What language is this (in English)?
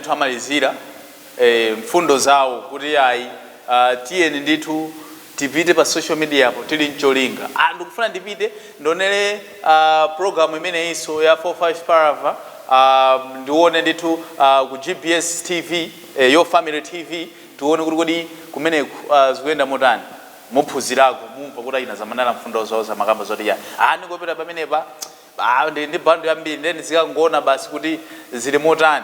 Nyanja